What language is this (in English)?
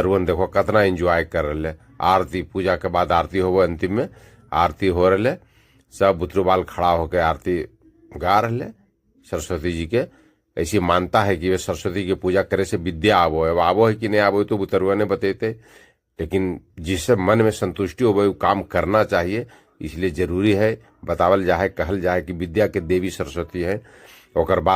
Magahi